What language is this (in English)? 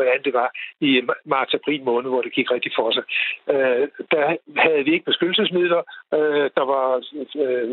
Danish